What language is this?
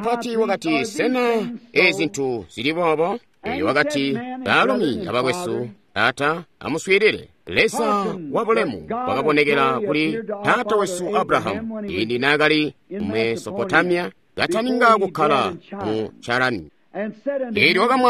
Tonga (Zambia)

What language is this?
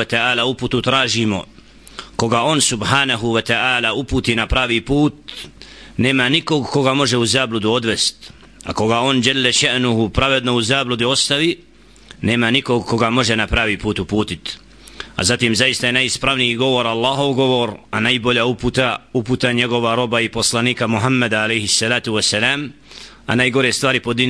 Bosnian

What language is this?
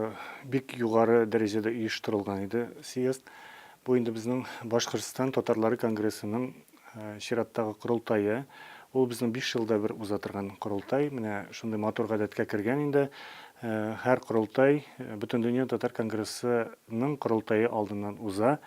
Tatar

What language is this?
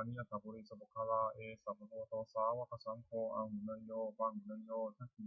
Pali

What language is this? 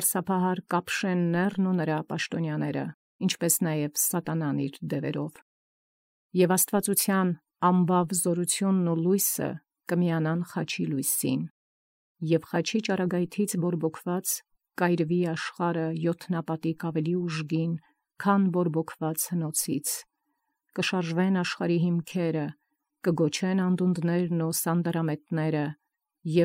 Armenian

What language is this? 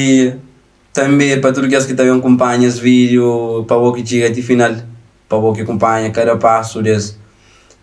Kabuverdianu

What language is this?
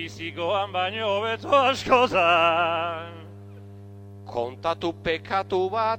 Basque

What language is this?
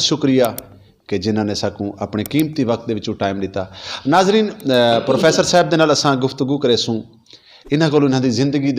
Saraiki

